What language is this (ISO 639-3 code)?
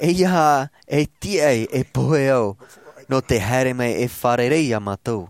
tah